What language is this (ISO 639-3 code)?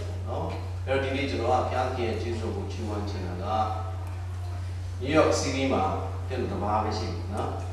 mya